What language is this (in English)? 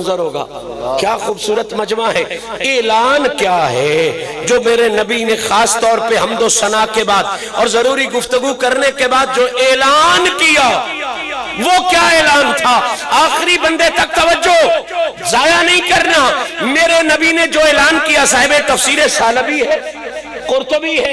Urdu